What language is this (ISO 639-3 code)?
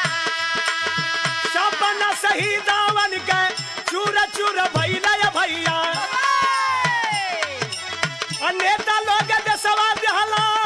bho